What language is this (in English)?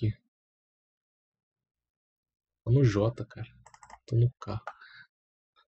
Portuguese